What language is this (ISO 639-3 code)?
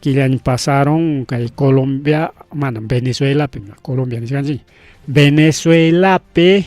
quy